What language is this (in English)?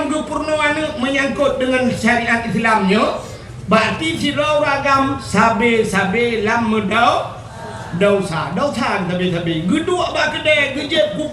Achinese